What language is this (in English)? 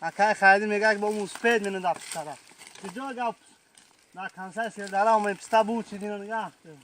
Tajik